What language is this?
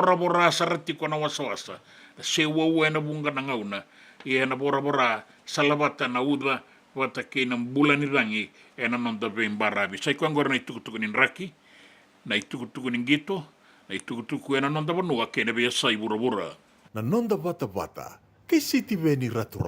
Fijian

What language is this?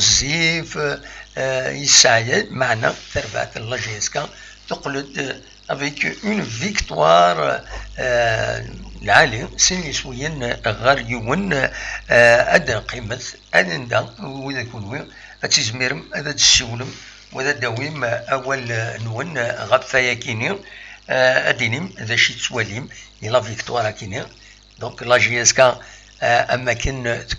Kabyle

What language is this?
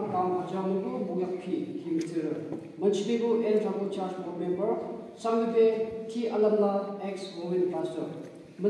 Yimchungru Naga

